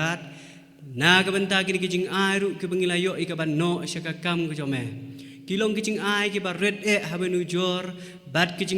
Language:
Khasi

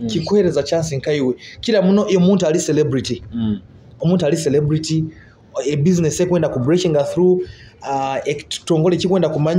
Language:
Nyoro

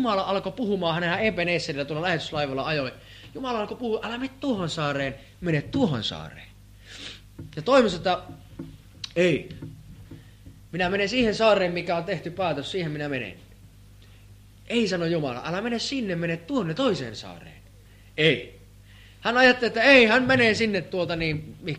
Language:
Finnish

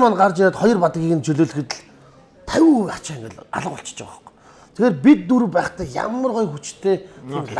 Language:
Mongolian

